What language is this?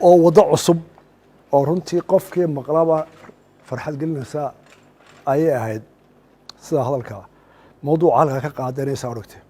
Somali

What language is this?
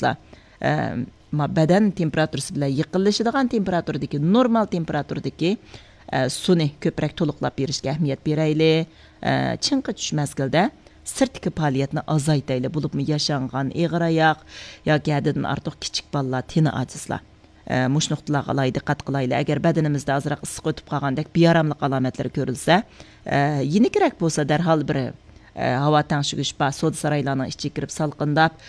Uyghur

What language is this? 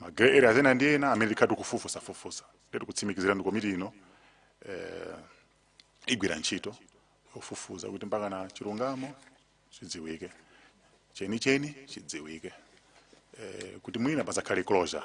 Nyanja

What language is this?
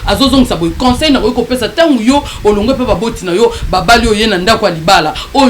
Lingala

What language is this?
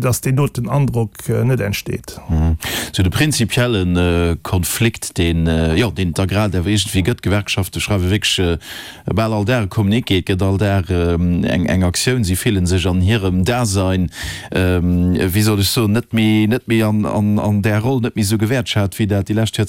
Luxembourgish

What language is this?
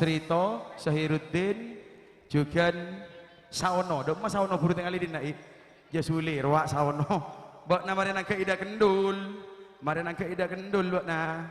Madurese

